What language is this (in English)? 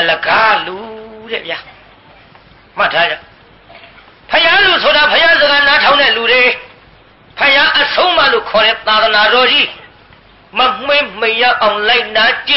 Burmese